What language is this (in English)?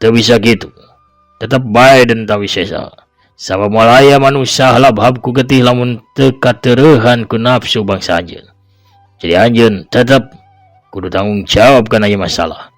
Sundanese